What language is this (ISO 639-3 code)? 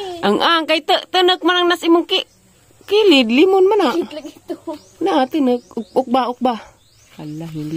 ceb